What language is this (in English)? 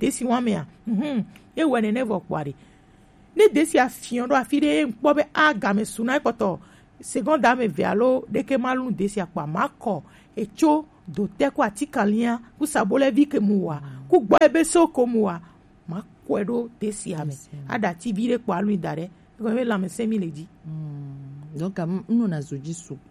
Gen